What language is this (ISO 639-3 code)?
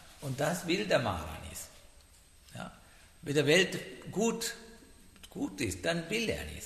deu